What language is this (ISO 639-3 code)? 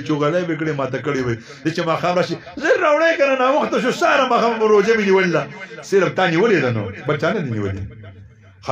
pus